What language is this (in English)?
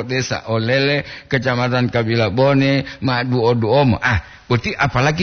Gorontalo